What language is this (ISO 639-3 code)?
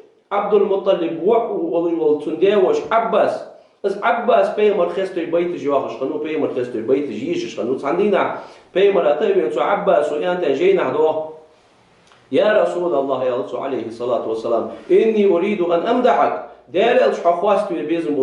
inh